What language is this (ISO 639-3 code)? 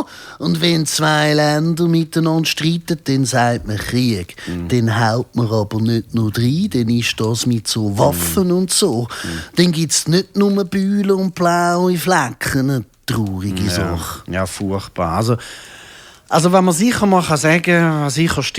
gsw